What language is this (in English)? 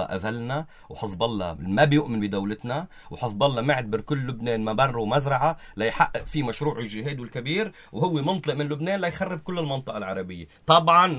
North Levantine Arabic